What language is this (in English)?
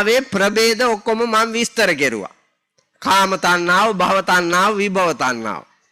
Sinhala